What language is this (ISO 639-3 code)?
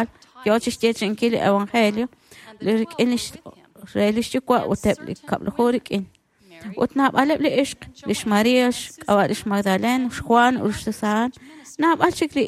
kek